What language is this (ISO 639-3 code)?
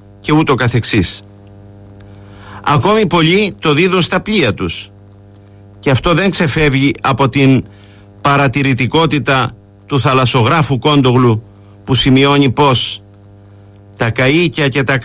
ell